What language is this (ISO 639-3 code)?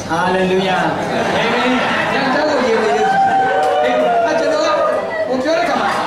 mya